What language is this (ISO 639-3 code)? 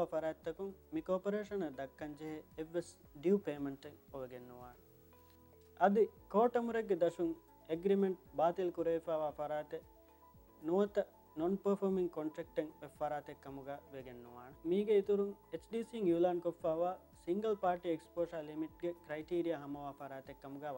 div